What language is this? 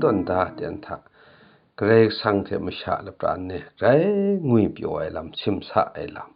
Kachin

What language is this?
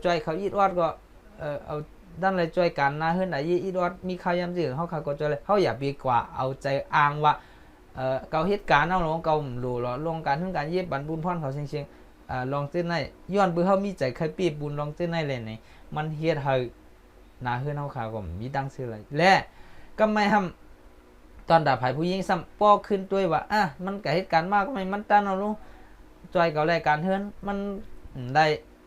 Shan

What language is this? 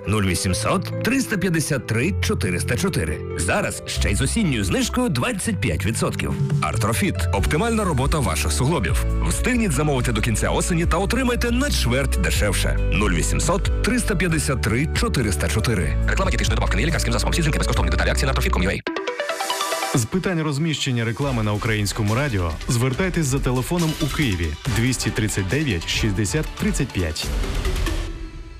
Ukrainian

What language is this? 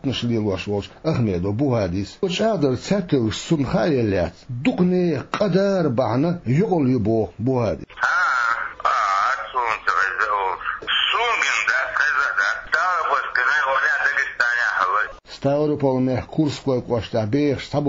Chechen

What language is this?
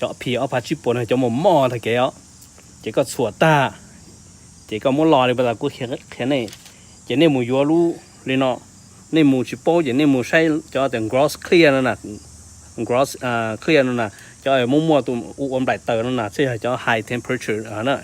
Hmong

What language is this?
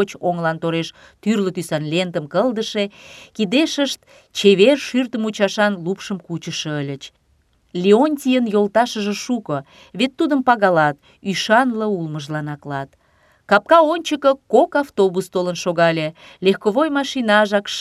Mari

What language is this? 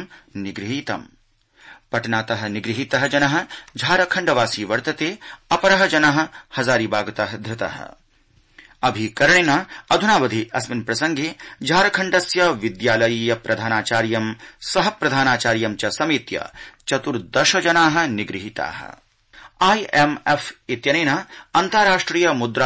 Sanskrit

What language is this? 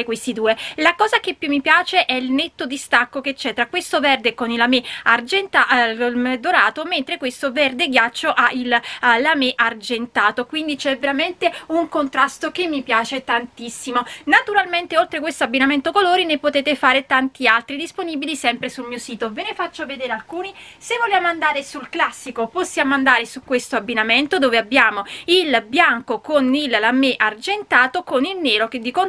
Italian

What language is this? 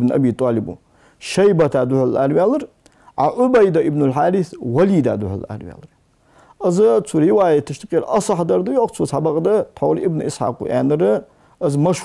Ingush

